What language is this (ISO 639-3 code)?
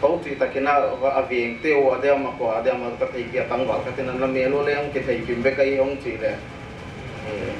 pck